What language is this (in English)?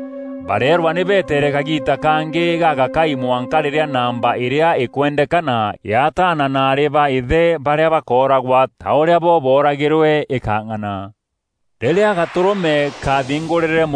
Meru